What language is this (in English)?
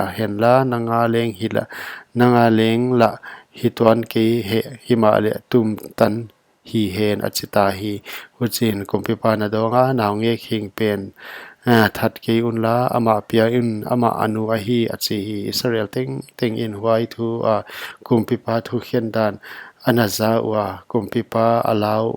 Paite Chin